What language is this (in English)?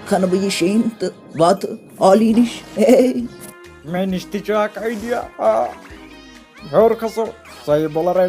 Kashmiri